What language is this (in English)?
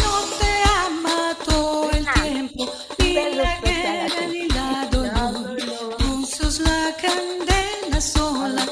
Ladino